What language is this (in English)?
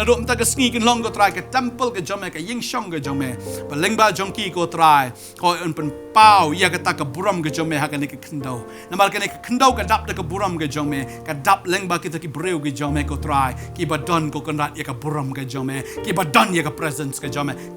Khasi